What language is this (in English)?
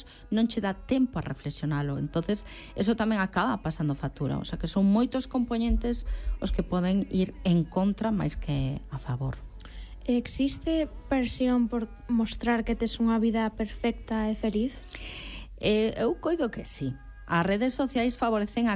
Galician